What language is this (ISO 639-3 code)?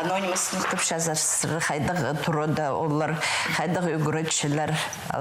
kjh